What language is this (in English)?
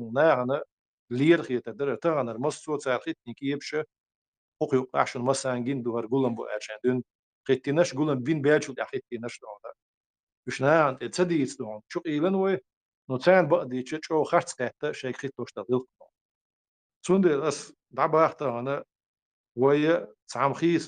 Chechen